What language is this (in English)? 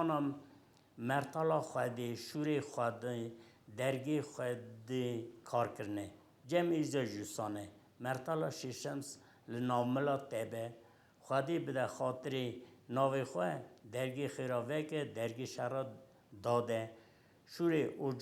Kurdish